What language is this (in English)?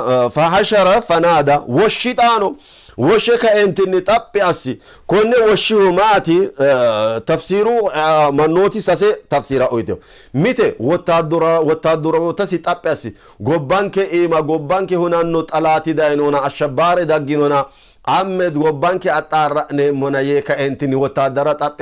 Sidamo